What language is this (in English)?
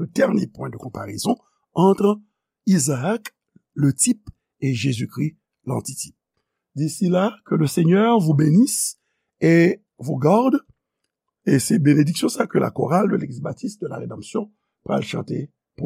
Haitian Creole